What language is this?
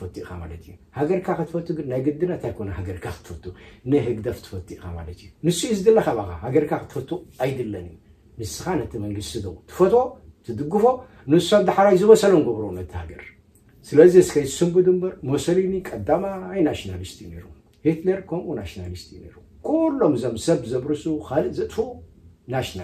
Tigrinya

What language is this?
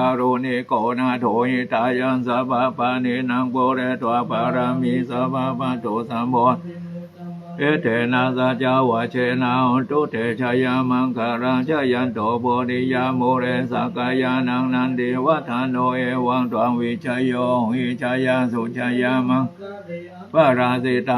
Pali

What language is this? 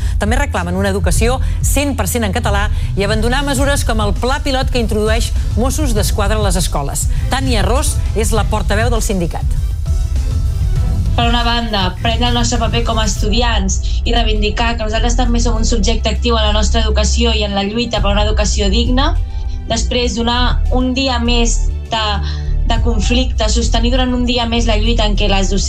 Catalan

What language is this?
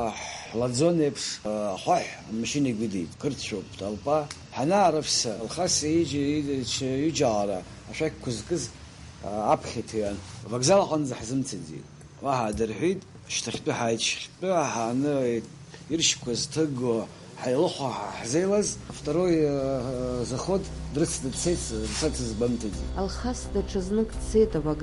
Abkhazian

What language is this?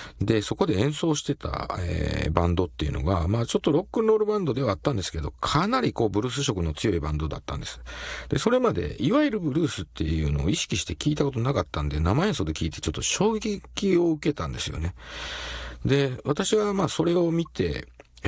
Japanese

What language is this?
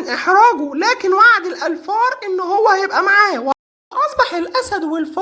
Egyptian Arabic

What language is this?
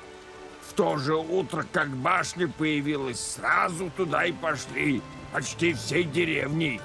Russian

